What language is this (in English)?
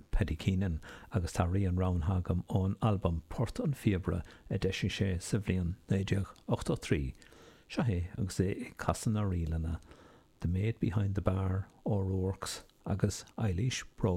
Irish